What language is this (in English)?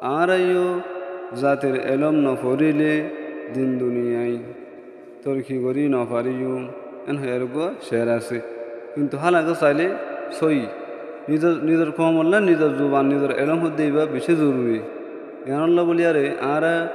Rohingya